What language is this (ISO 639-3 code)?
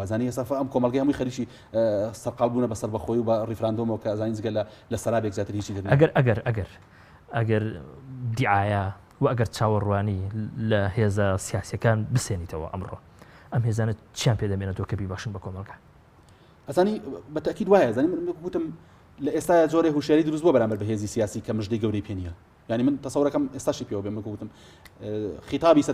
ckb